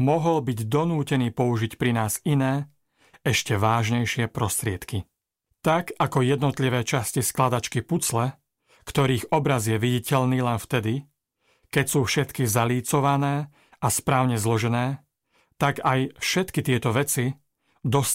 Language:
Slovak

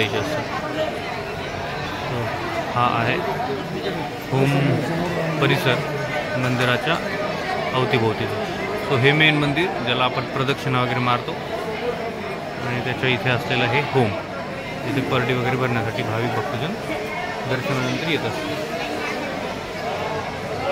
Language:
Marathi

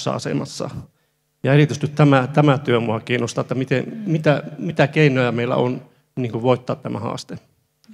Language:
Finnish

